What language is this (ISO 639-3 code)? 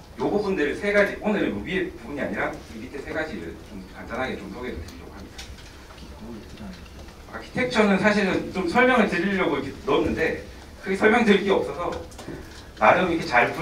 kor